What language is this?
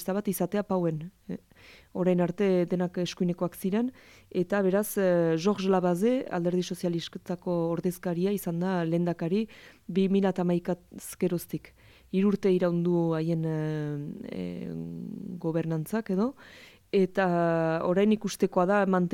Basque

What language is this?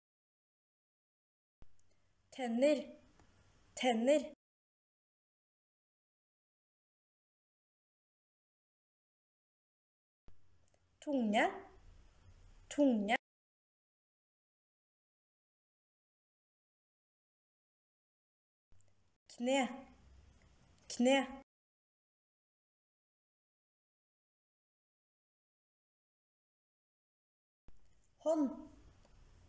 Norwegian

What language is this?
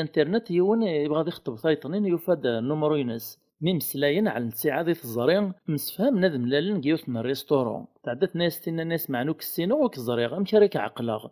Kabyle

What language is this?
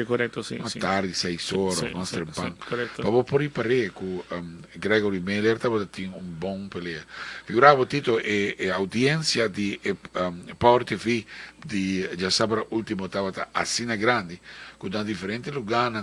Papiamento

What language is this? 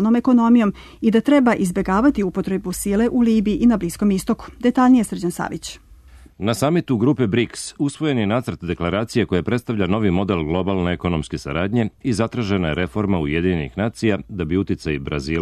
Serbian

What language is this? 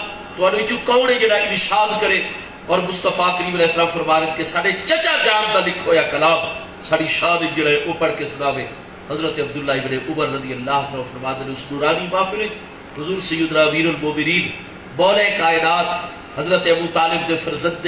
Saraiki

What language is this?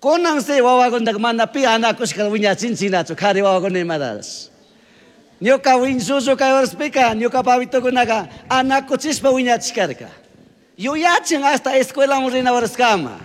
Chimborazo Highland Quichua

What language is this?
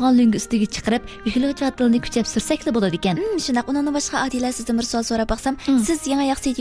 Uyghur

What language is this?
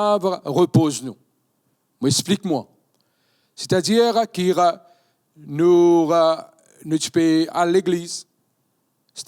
Morisyen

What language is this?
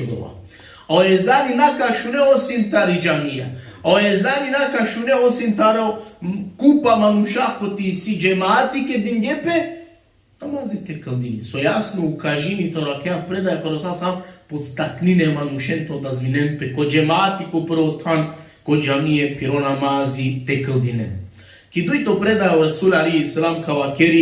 Balkan Romani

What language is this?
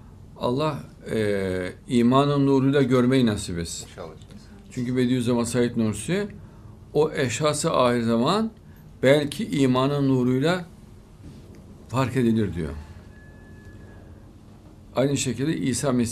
Turkish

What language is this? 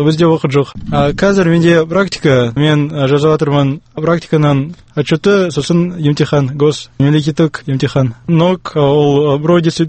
Kazakh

